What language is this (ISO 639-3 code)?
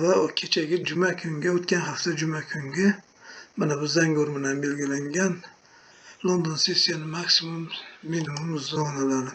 uzb